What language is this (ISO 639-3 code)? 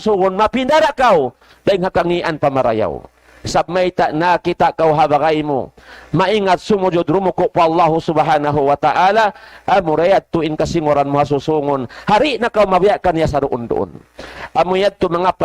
tsg